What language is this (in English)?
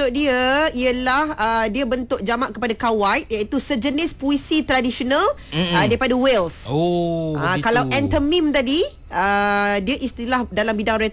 Malay